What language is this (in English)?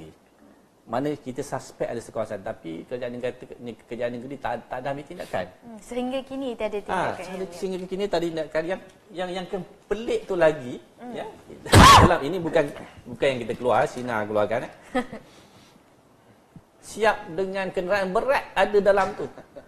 Malay